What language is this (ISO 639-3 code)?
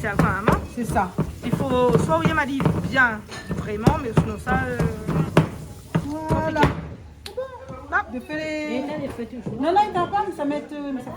rcf